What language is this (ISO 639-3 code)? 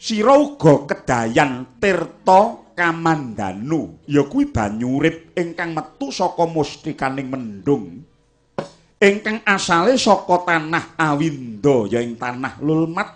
jav